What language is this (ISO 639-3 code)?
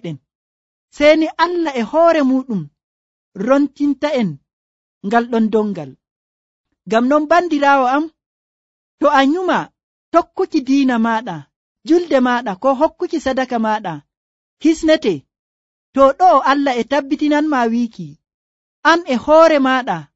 fuv